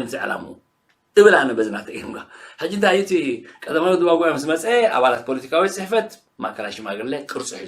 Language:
Tigrinya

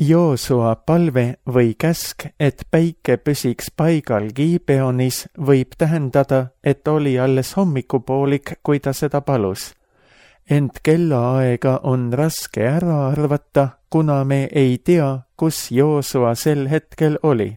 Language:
Estonian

